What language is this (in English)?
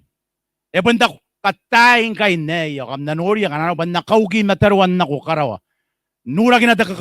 Gilbertese